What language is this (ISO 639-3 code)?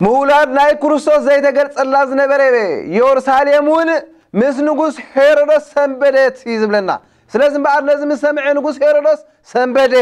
tir